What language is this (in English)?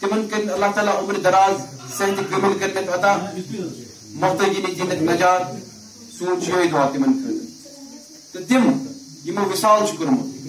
Kashmiri